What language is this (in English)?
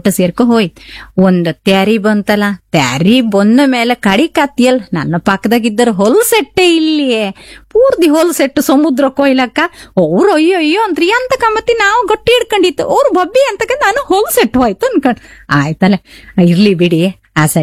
Kannada